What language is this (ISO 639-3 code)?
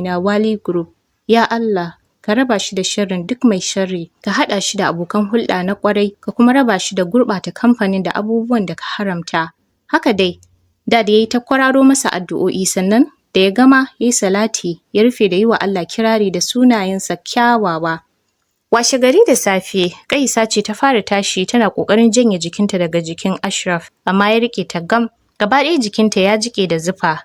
hau